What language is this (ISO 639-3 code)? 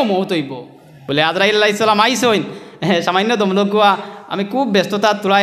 syl